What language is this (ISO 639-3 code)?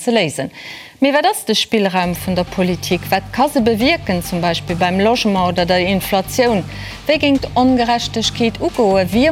ltz